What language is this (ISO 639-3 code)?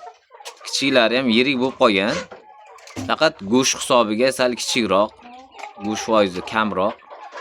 uzb